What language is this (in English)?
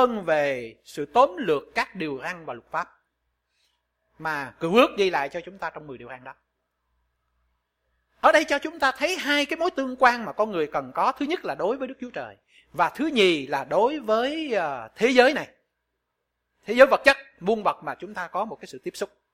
Vietnamese